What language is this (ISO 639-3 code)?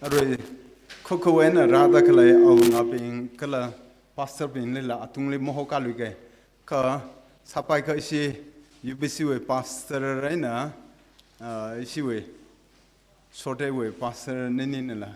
nmf